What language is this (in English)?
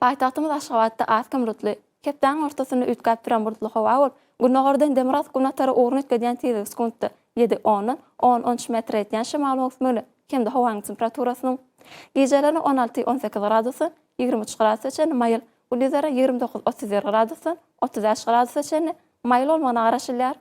Turkmen